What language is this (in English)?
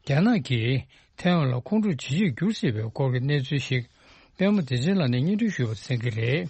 Tibetan